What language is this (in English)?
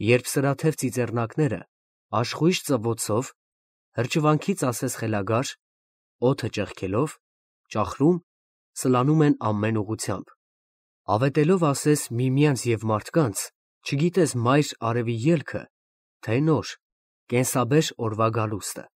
Armenian